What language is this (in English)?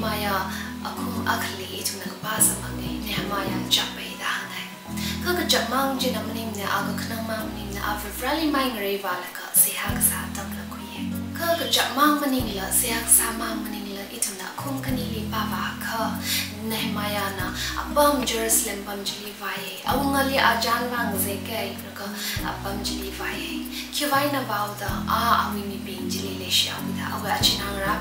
Tangkhul Naga (India)